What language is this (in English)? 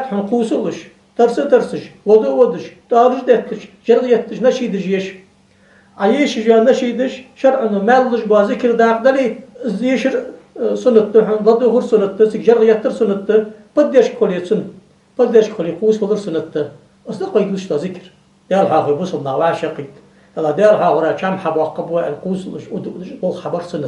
Ingush